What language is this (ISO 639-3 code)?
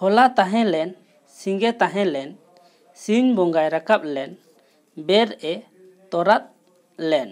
sat